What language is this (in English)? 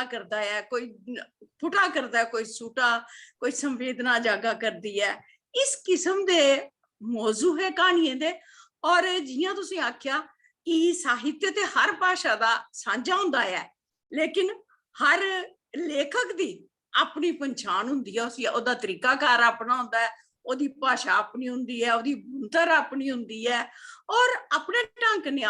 Dogri